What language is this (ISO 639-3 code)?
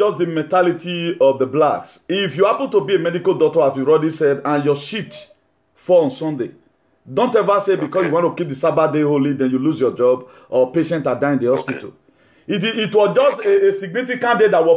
eng